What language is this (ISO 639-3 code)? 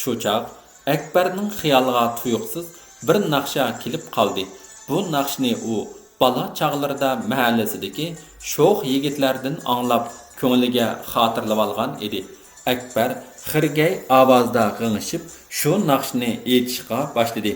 uig